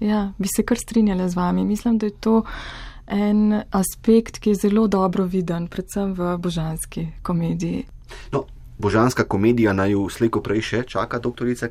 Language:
Slovenian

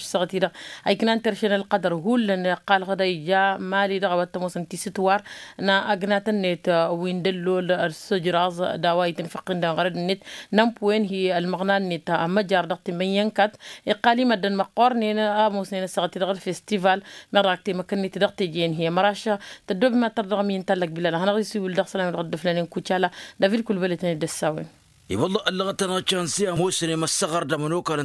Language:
Tamasheq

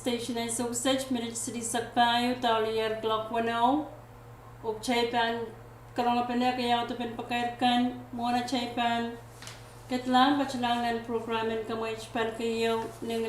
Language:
Pohnpeian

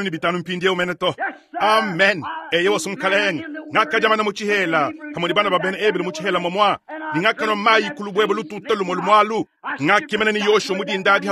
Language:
Luba-Lulua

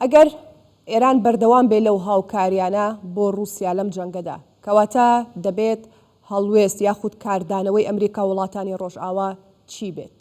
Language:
Central Kurdish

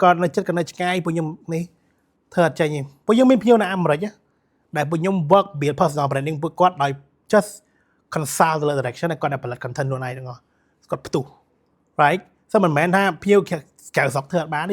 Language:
Khmer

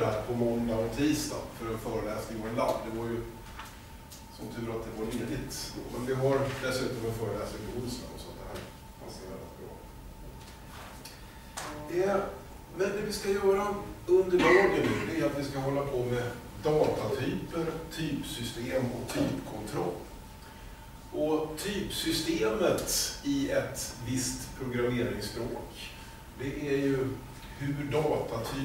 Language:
Swedish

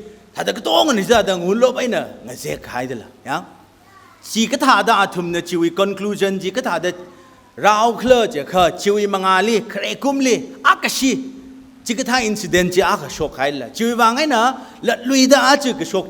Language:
Tangkhul Naga (India)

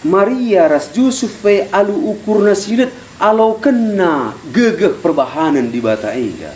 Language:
Batak Karo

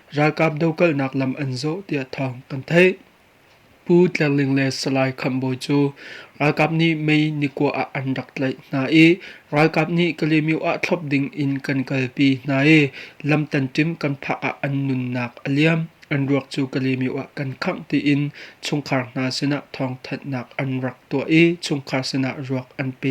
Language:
Hakha Chin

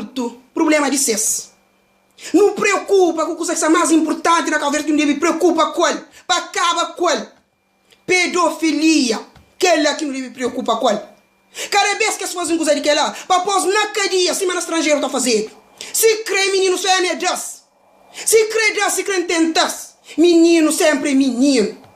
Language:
Kabuverdianu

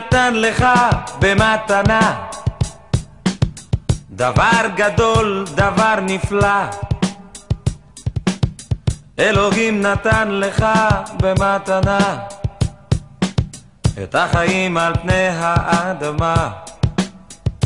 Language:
Hebrew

